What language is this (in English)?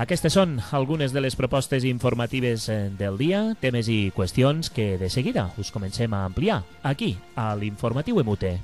Catalan